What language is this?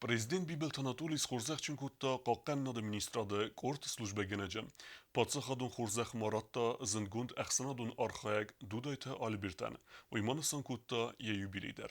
Ossetic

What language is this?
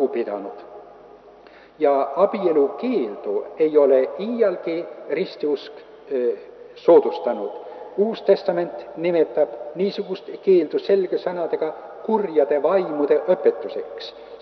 Estonian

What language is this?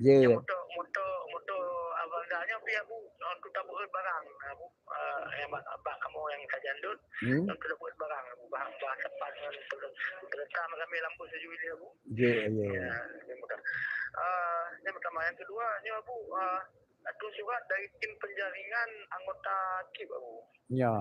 Achinese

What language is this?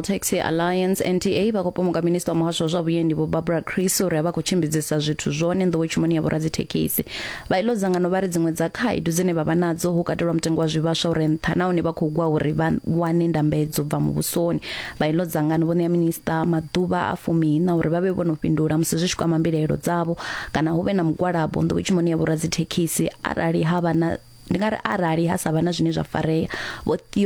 Venda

